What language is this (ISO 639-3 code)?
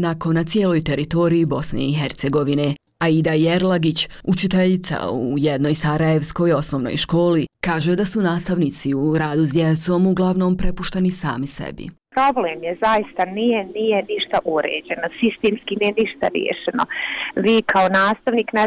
bos